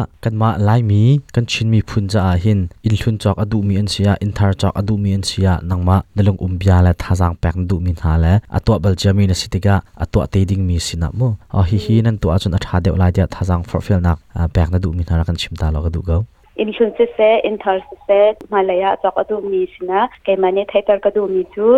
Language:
Hakha Chin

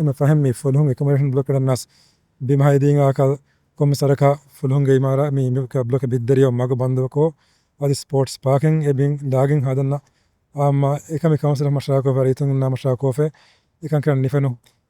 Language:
Divehi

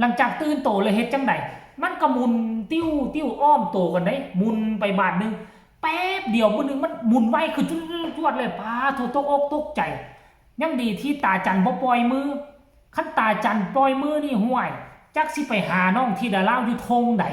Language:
Lao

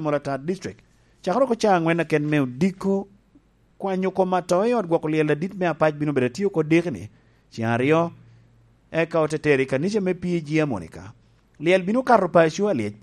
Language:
Lango (Uganda)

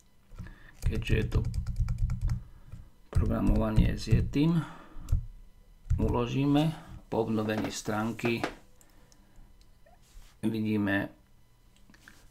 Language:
Slovak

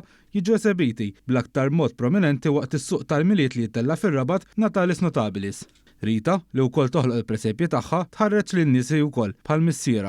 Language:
Maltese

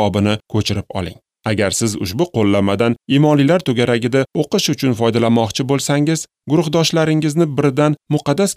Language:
Uzbek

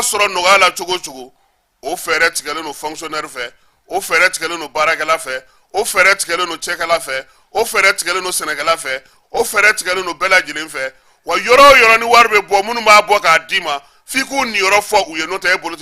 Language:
Bambara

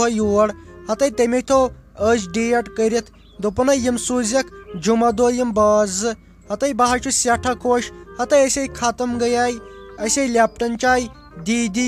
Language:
Kashmiri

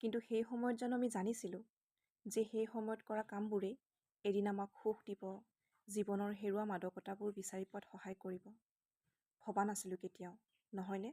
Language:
Assamese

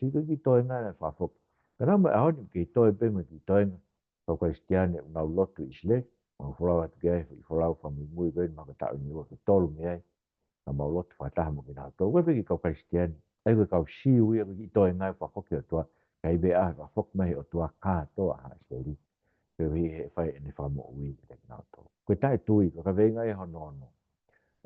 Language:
Tongan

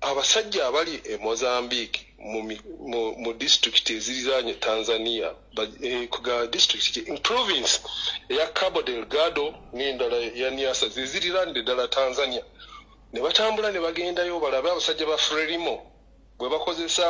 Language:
Ganda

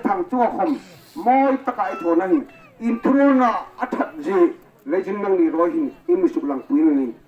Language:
Hmar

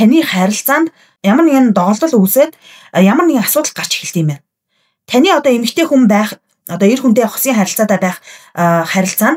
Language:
Mongolian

